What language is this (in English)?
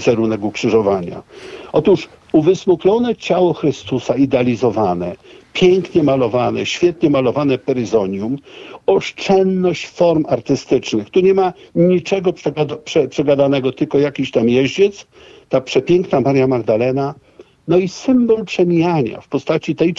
Polish